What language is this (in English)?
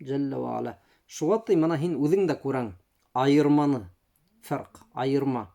Bashkir